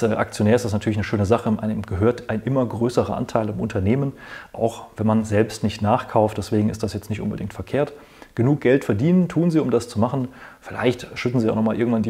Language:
German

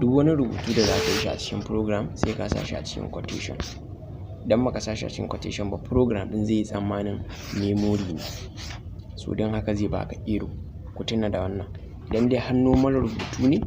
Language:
Hausa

